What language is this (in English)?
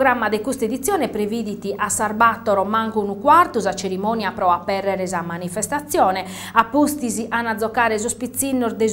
Sardinian